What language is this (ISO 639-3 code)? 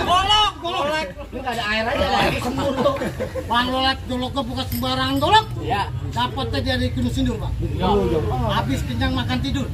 bew